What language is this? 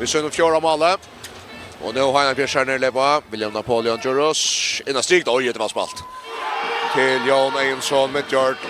Faroese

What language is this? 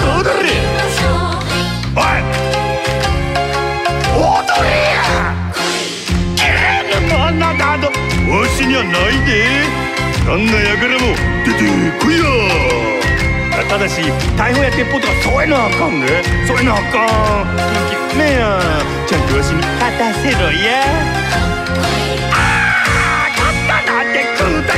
Japanese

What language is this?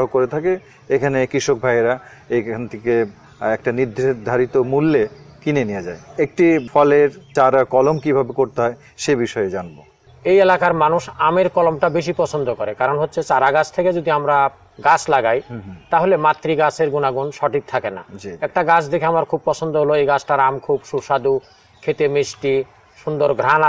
Bangla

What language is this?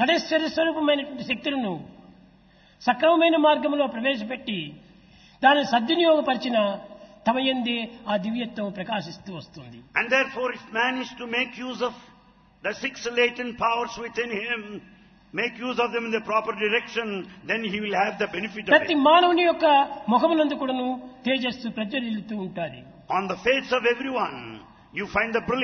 Telugu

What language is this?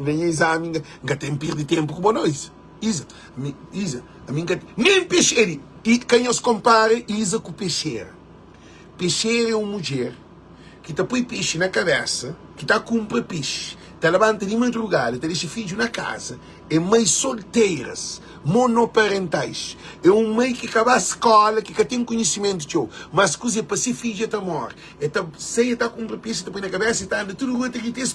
Kabuverdianu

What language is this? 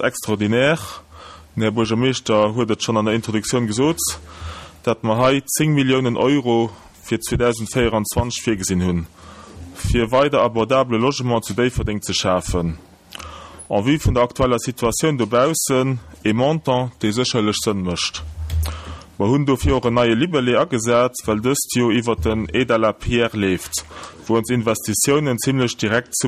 Luxembourgish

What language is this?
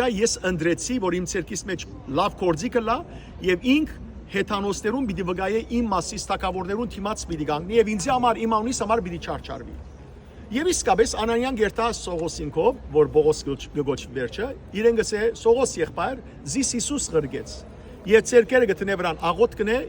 Western Armenian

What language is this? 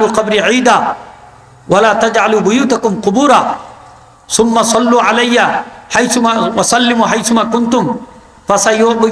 Sylheti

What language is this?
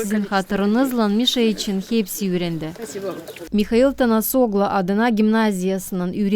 Gagauz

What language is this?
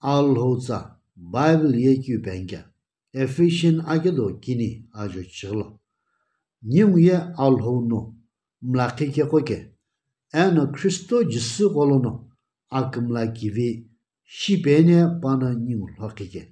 Sumi Naga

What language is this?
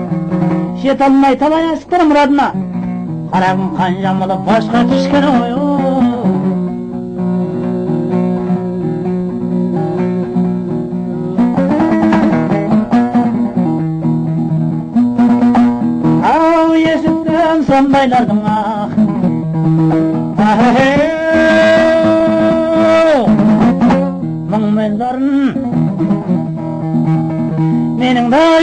Kazakh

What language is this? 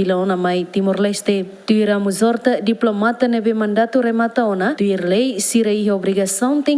Tetum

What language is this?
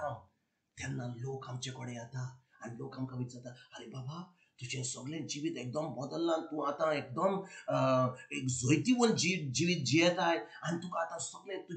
Konkani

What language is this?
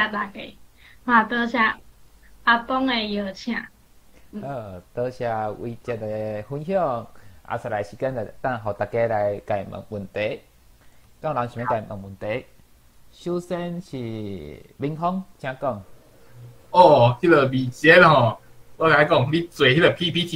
Min Nan Chinese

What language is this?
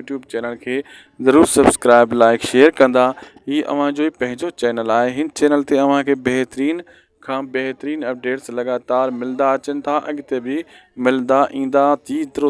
Sindhi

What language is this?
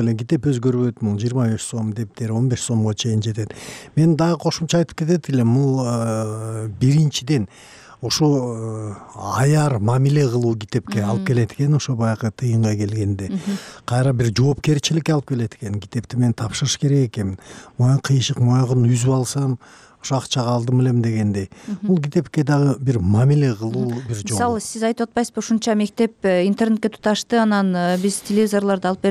Kyrgyz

